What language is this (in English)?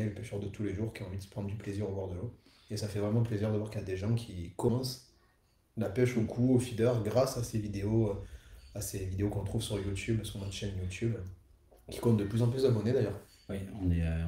French